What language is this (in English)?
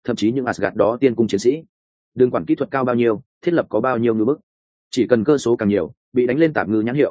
Vietnamese